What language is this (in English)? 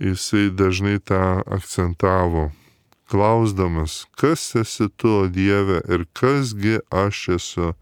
Lithuanian